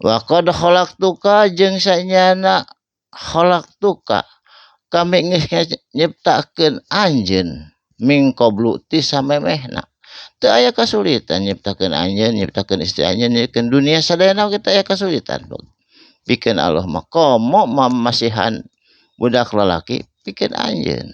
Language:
Sundanese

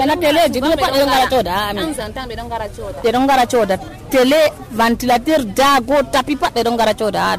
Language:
Nigerian Fulfulde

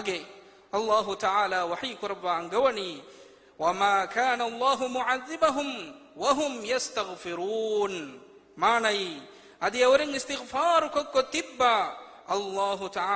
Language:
Divehi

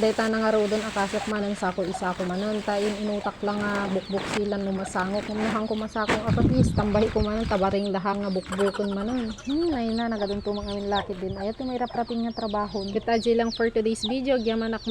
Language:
Iloko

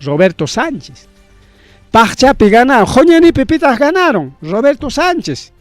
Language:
Ayacucho Quechua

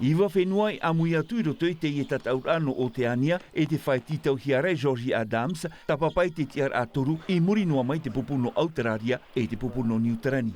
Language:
Tahitian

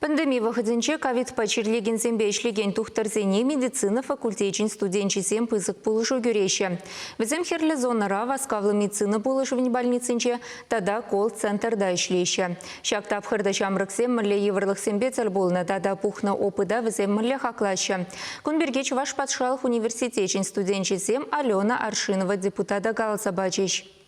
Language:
Chuvash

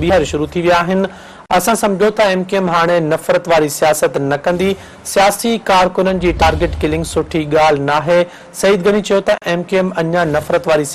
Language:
Sindhi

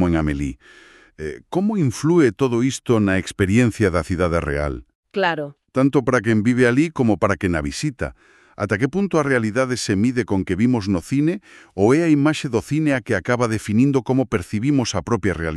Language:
Galician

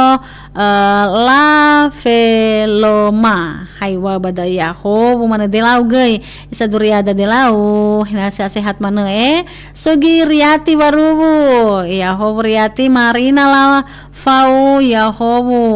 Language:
Nias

